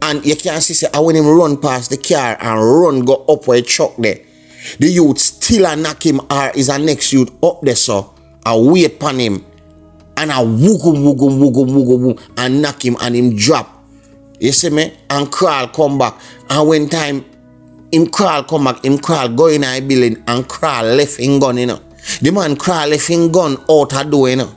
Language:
Jamaican Creole English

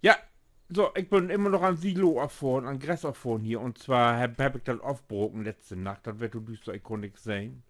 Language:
Low German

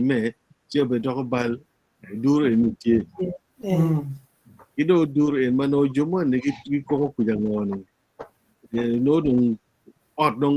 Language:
Acoli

